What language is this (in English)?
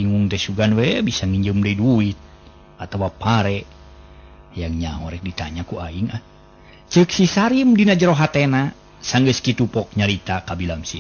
Sundanese